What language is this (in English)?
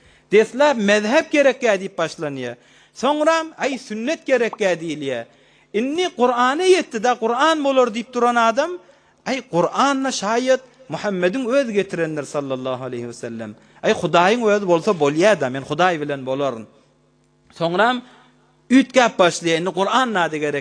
Turkmen